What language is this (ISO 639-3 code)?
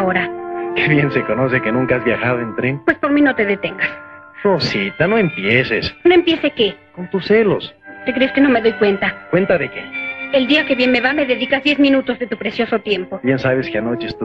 spa